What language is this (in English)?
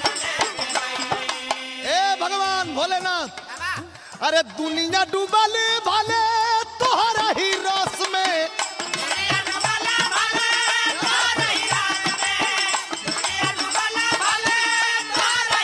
Bhojpuri